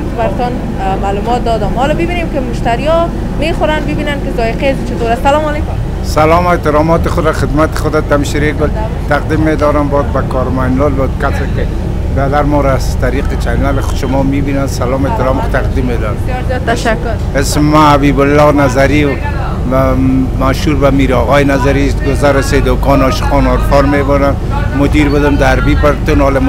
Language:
Persian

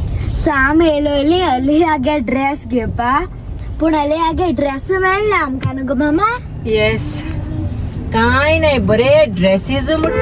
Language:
Konkani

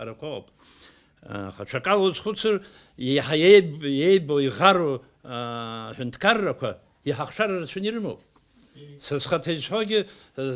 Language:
Abkhazian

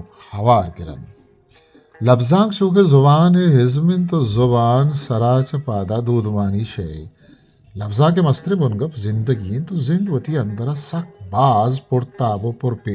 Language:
Eastern Balochi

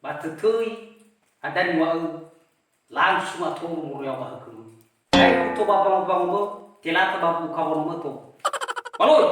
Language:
Nias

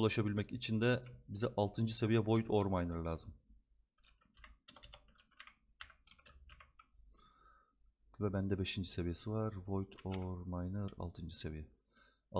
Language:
Turkish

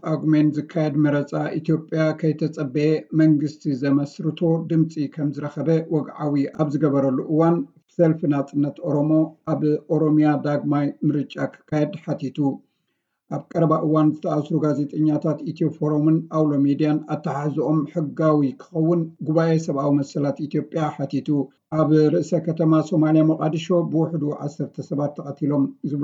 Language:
Tigrinya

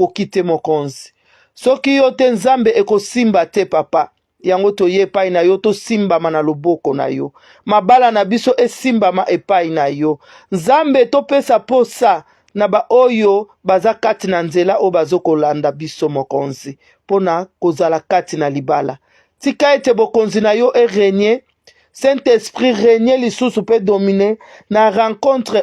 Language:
Lingala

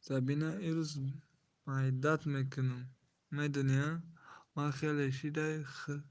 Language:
Tajik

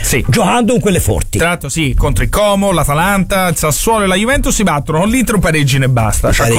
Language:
Italian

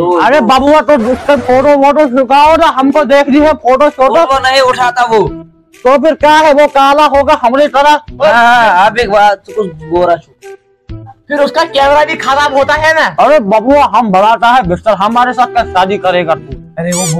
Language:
Kashmiri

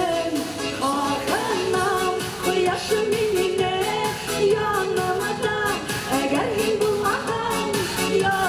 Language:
Bashkir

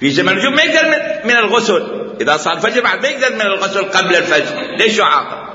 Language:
Mesopotamian Arabic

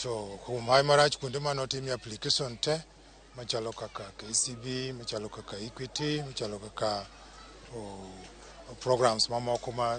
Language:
Luo (Kenya and Tanzania)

